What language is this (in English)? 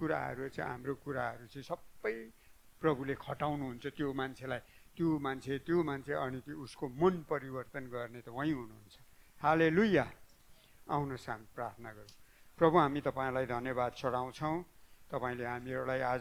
Nepali